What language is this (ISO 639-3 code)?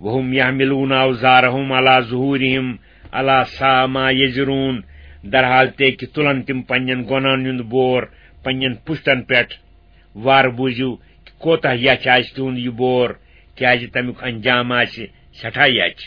kas